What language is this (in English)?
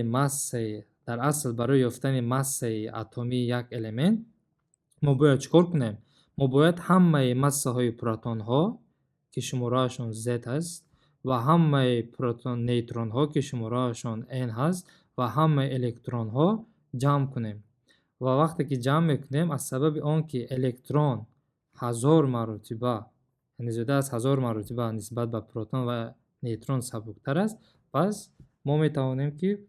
Tajik